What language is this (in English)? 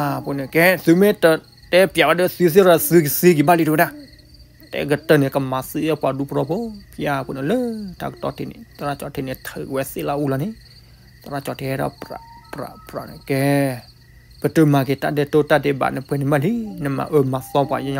S'gaw Karen